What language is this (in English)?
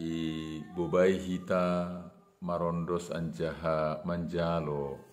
Batak Simalungun